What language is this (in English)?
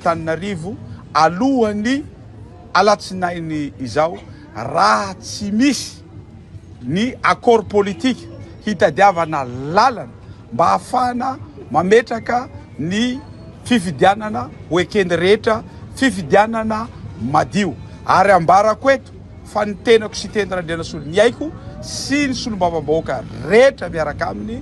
Malagasy